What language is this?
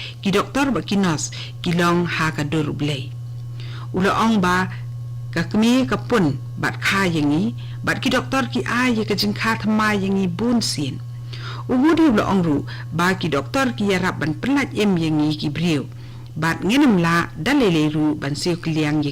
Khasi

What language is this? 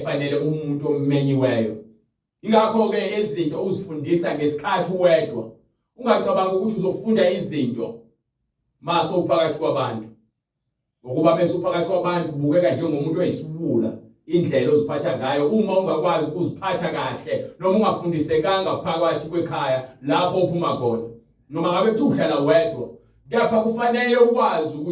Zulu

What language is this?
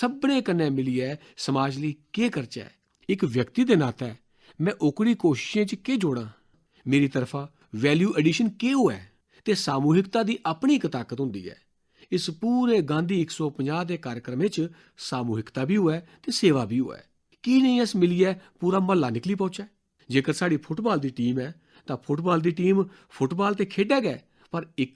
Dogri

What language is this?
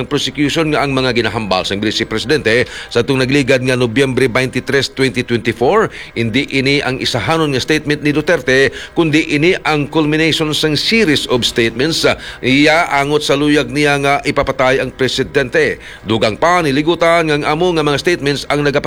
Hiligaynon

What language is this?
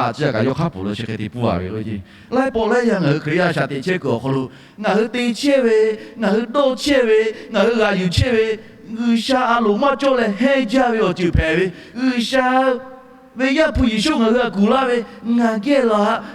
Lahu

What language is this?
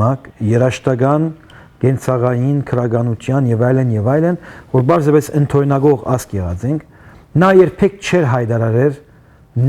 Western Armenian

